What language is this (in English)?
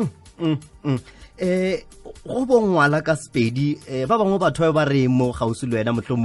Northern Sotho